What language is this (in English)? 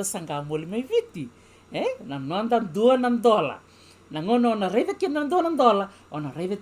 Fijian